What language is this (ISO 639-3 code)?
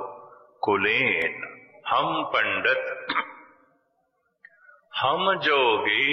pan